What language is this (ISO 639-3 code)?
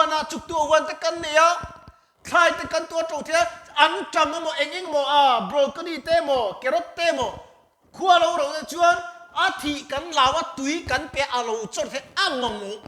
lus